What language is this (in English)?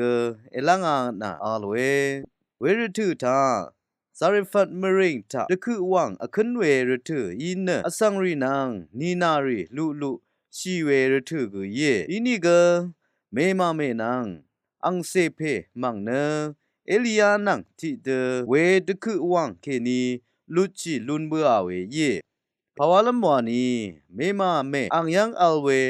Rawang